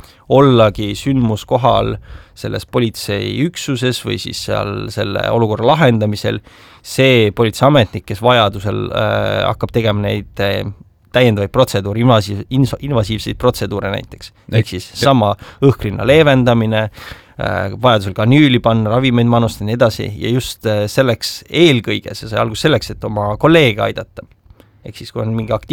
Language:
Estonian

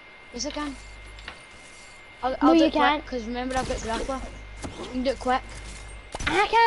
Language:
English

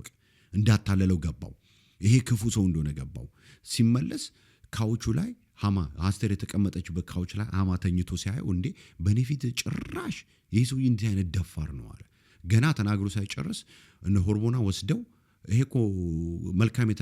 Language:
Amharic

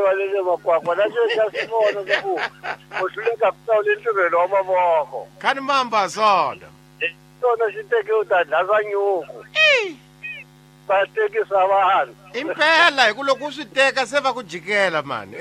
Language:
Tsonga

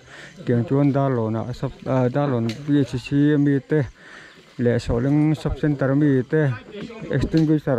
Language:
Mizo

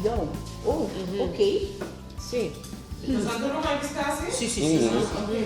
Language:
Papiamento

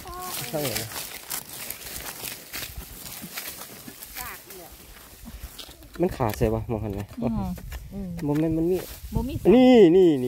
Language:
Thai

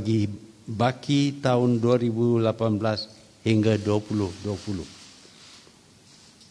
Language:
Malay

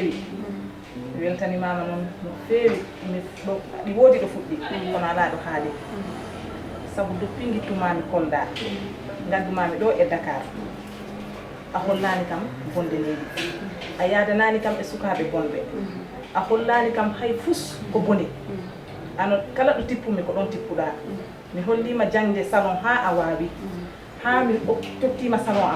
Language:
Fula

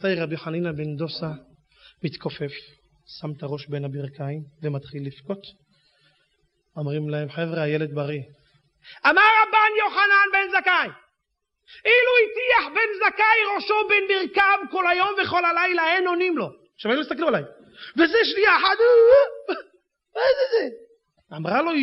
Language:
Hebrew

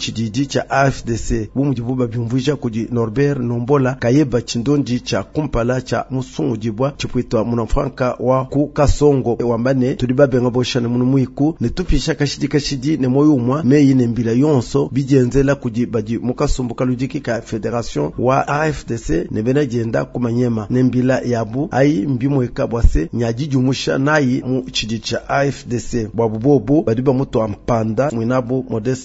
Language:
Luba-Lulua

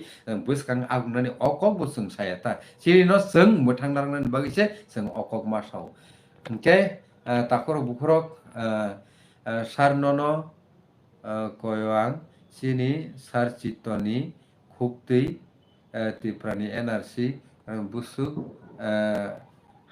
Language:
Kok Borok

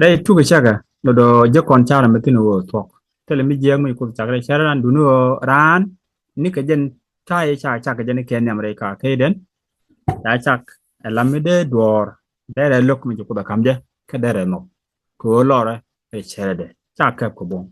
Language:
Nuer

